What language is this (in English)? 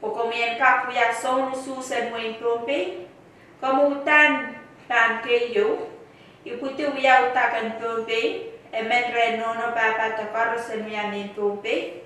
Pohnpeian